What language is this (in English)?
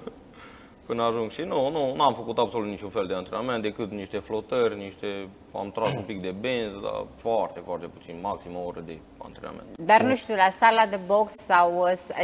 Romanian